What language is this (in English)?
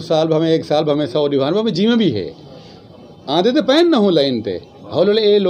Western Panjabi